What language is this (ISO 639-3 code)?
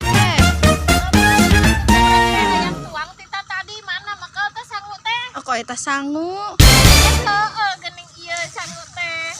sun